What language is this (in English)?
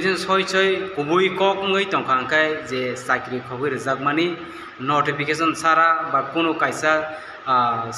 Kok Borok